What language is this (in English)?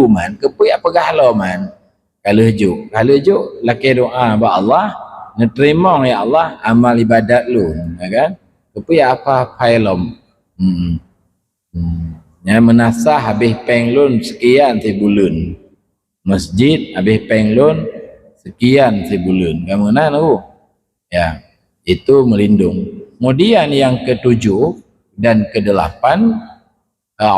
Achinese